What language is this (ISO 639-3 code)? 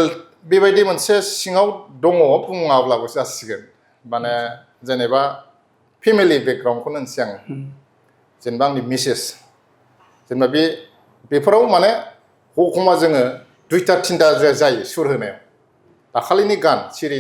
brx